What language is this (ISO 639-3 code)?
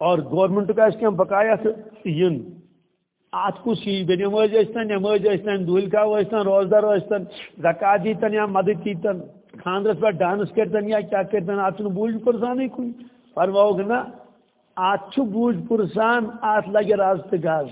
kas